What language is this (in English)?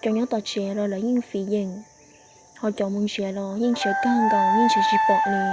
Hmong